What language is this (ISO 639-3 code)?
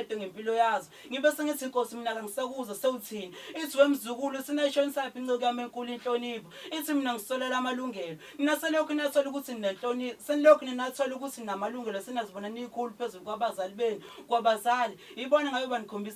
zul